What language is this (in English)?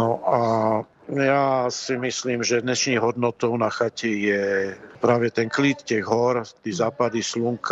Czech